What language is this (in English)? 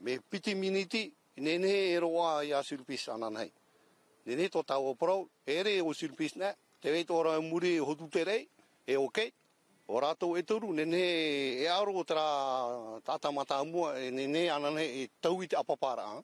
Tahitian